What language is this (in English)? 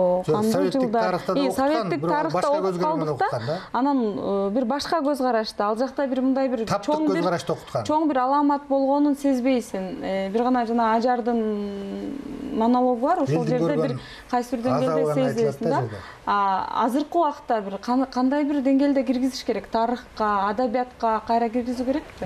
Kyrgyz